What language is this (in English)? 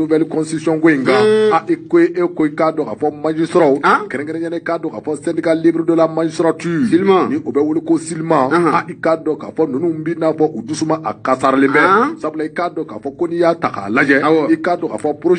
Bambara